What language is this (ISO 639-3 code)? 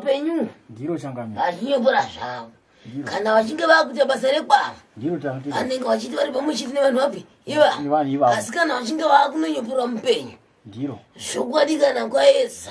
sna